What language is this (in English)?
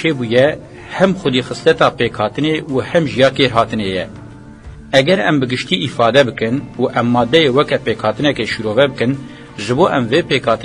Kurdish